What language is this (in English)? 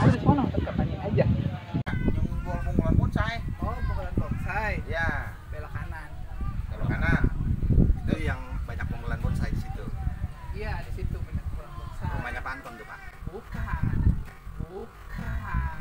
Betawi